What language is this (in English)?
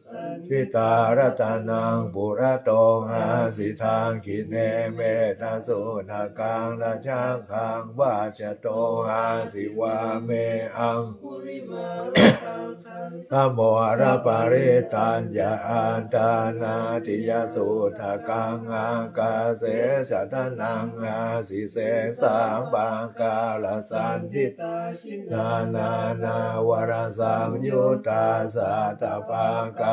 Pali